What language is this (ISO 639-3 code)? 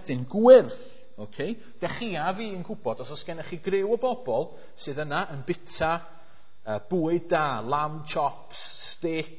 cym